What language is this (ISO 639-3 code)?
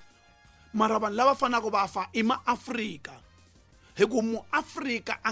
tso